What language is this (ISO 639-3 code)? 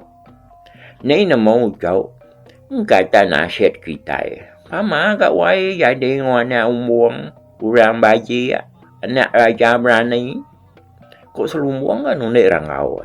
iba